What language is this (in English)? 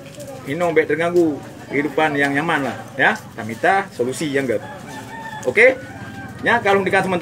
Achinese